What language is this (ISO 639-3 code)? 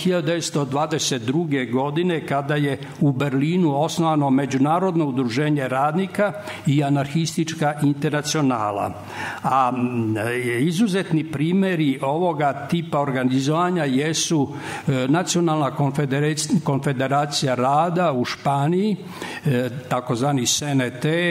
srp